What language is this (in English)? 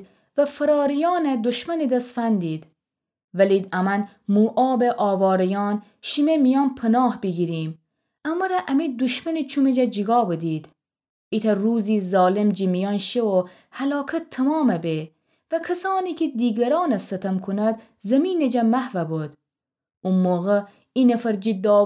Gilaki